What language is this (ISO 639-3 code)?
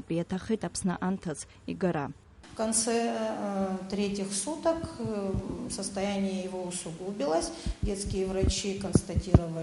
abk